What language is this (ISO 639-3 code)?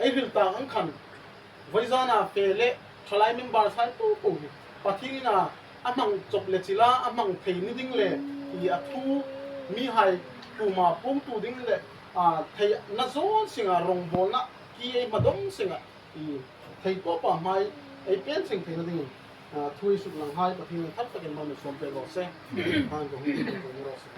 hmr